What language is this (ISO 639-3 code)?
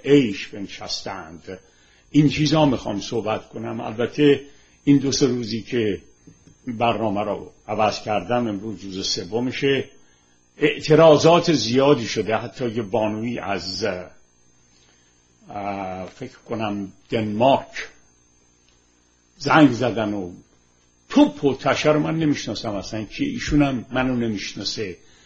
fas